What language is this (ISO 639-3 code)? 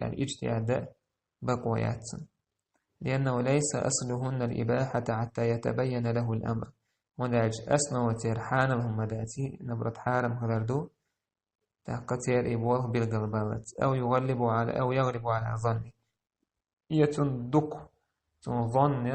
che